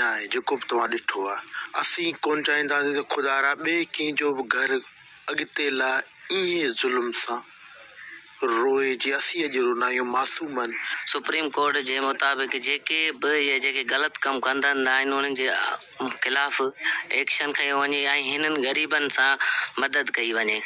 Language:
Sindhi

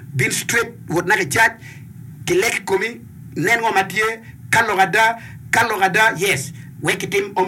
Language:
Acoli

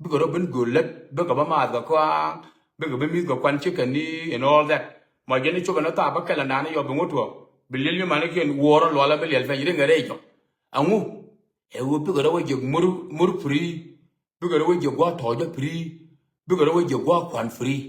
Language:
Nuer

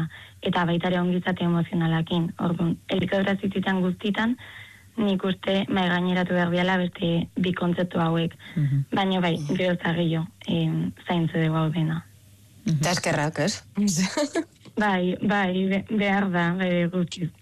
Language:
Basque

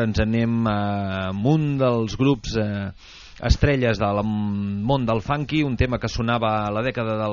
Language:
Catalan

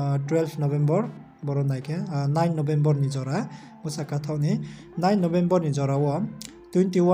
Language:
Riang (India)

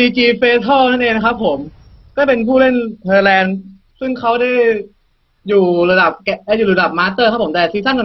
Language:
Thai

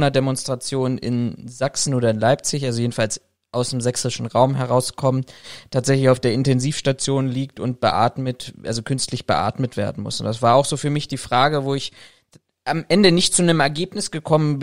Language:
German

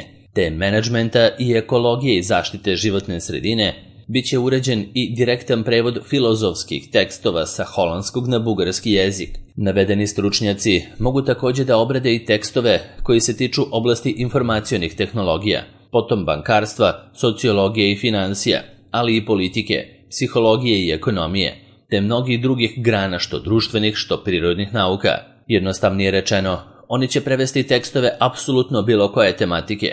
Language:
Serbian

